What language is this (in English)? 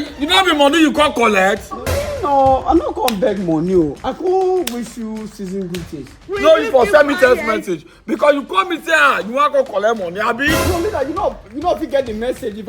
Nigerian Pidgin